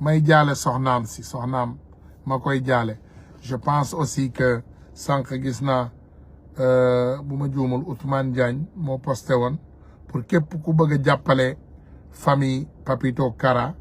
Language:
Wolof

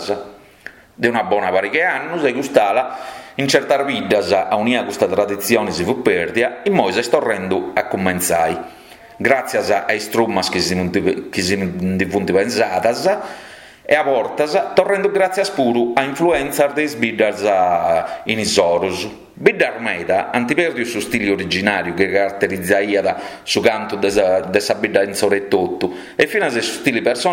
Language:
Sardinian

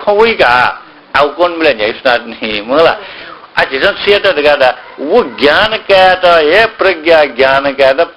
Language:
Newari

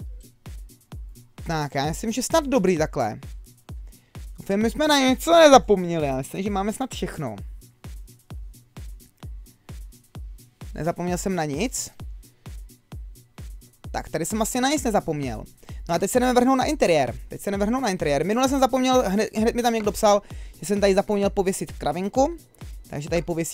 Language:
Czech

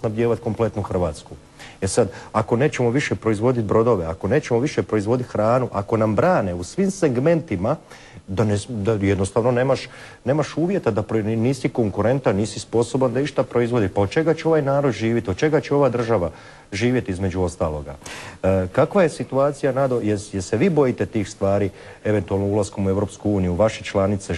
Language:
Croatian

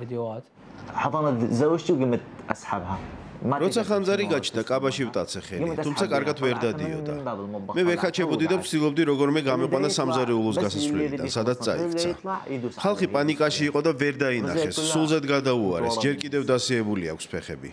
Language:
Georgian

